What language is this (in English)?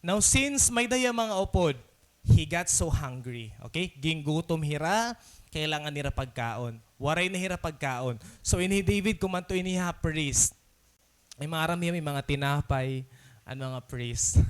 Waray